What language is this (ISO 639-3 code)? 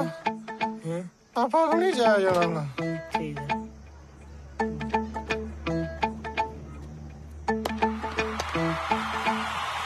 pan